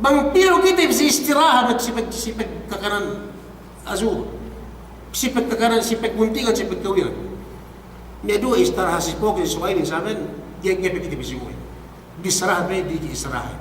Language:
Yakan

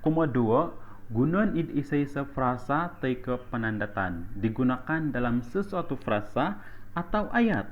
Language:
Central Dusun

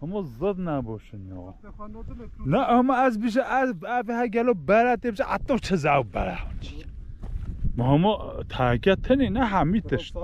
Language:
Kurdish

